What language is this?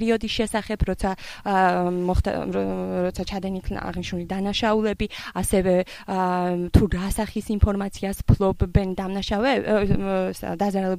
Georgian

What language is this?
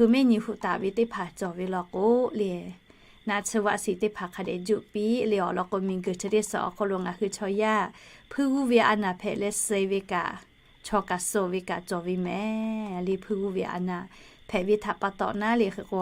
Lahu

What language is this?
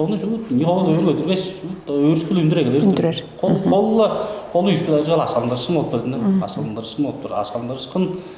Tuvinian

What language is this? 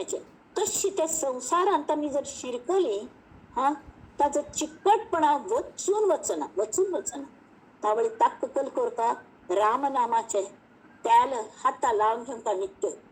Konkani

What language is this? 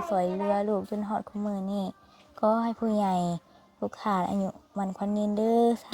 Lao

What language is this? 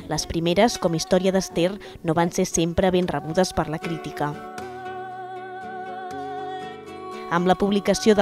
Catalan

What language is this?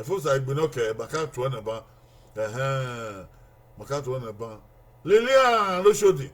Bini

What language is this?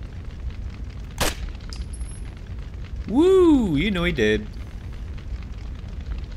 English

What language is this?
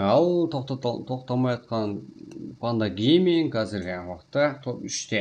Kara-Kalpak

